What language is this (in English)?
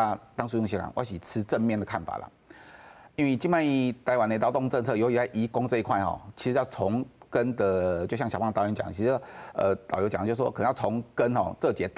Min Nan Chinese